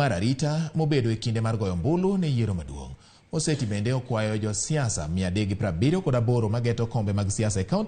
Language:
Luo (Kenya and Tanzania)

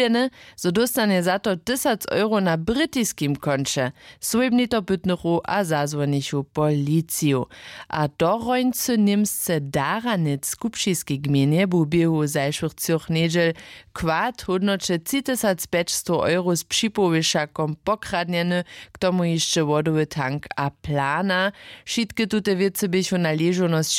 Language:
Upper Sorbian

